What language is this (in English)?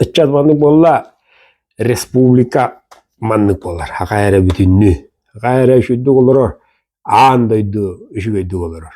Yakut